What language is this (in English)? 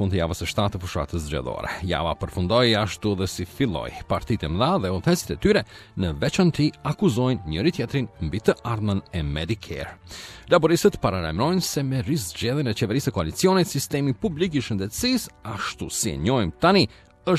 Albanian